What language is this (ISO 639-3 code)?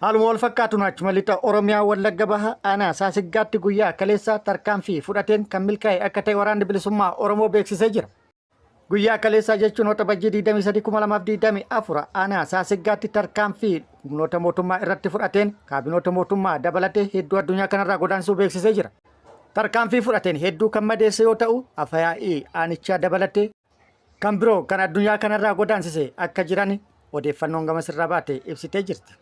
orm